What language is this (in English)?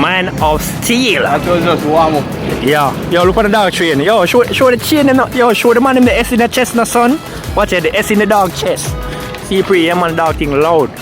Jamaican Creole English